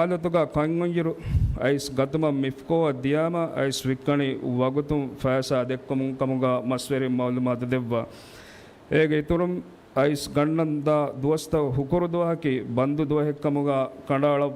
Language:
Divehi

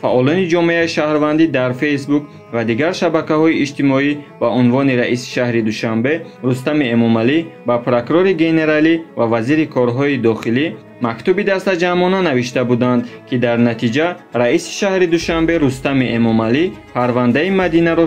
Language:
Tajik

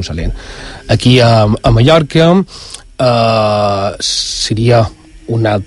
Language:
Catalan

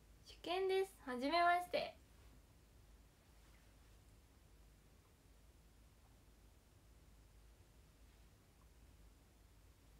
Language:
Japanese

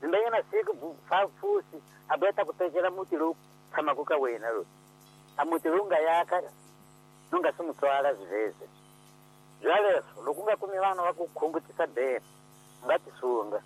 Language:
Tsonga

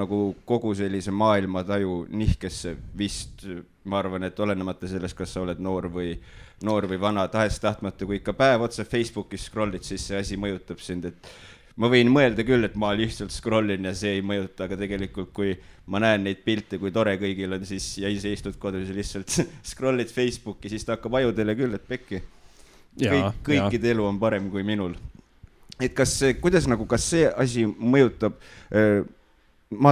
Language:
Estonian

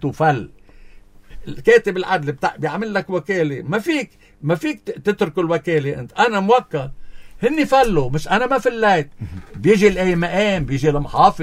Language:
North Levantine Arabic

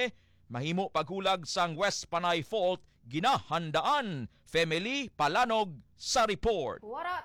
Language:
Hiligaynon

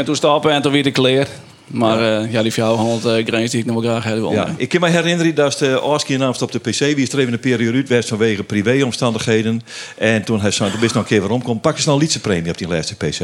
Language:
Western Frisian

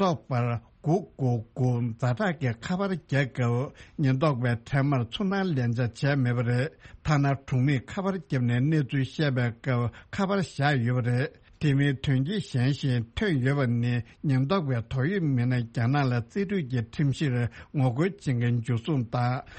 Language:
Tibetan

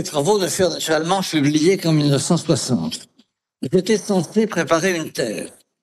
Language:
French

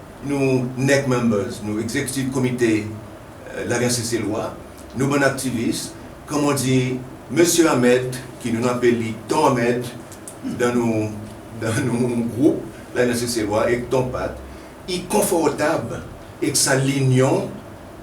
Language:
Seselwa Creole French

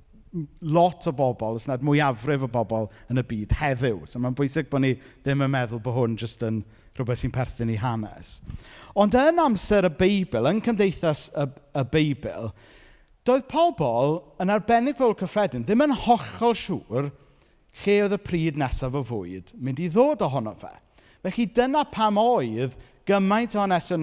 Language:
Welsh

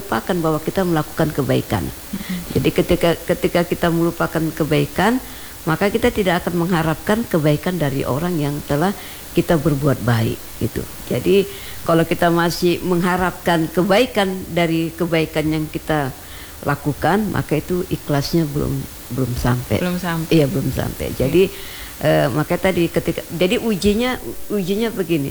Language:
Indonesian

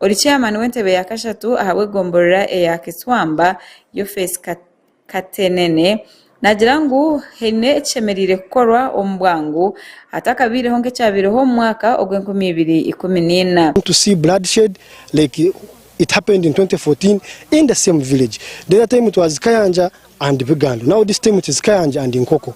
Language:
Nyankole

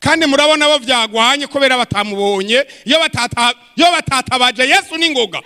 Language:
Rundi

